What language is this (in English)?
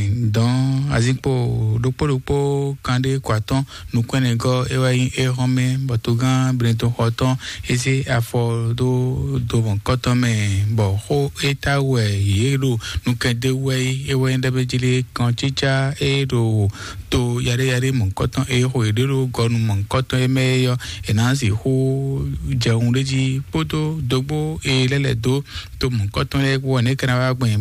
Fon